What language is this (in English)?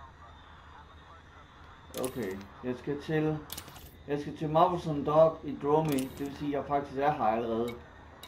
Danish